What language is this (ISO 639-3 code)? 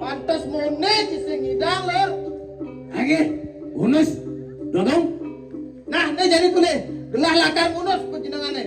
ban